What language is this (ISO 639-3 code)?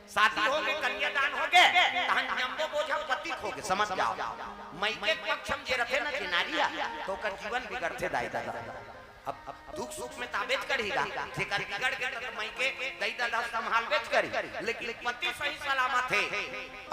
hne